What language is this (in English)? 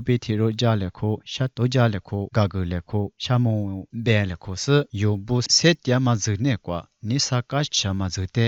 Lisu